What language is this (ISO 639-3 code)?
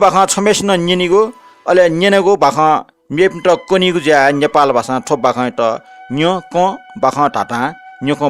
new